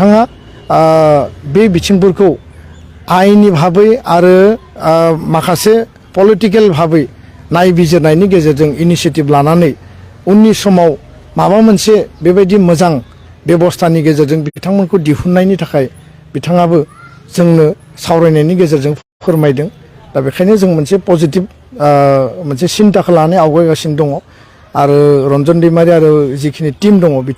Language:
Bodo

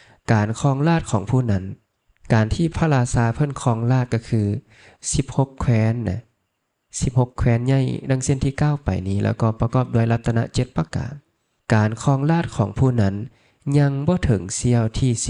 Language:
Lao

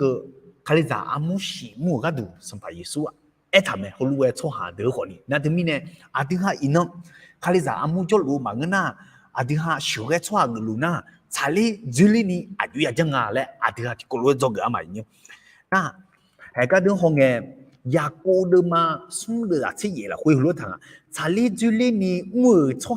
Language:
Akha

